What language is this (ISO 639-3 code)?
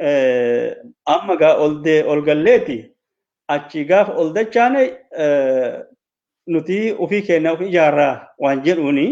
orm